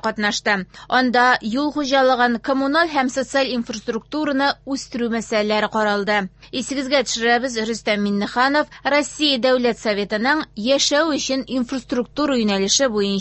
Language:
Tatar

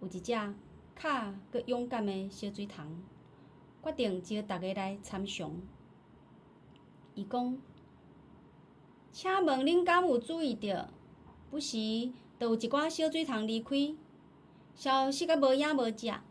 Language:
Min Nan Chinese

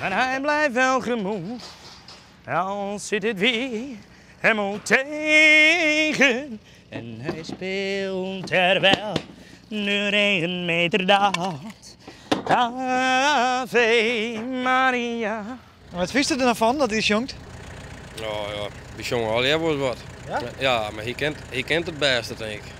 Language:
Western Frisian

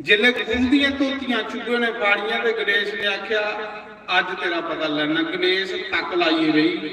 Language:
Dogri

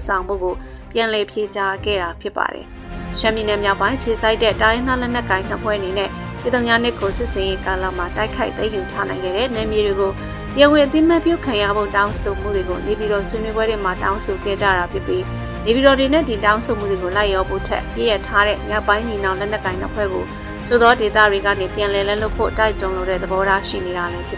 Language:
Burmese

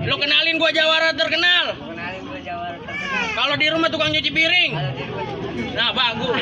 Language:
Betawi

